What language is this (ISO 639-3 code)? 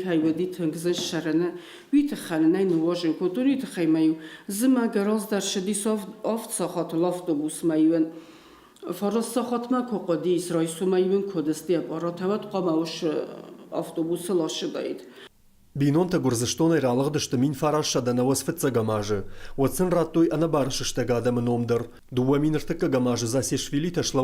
oss